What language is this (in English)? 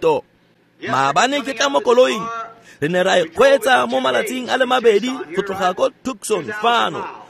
Tswana